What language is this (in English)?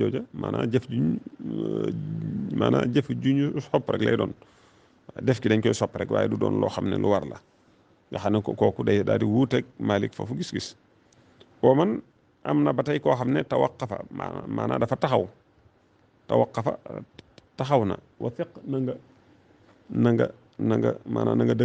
Wolof